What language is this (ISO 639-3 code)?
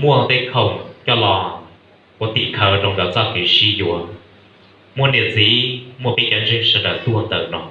hmn